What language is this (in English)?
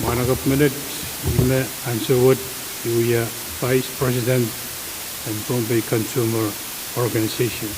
Pohnpeian